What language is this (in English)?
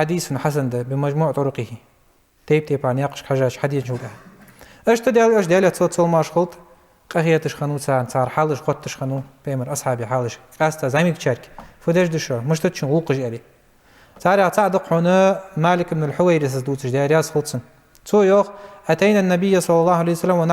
Ingush